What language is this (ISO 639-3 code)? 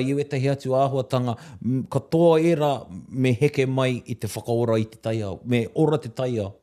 mri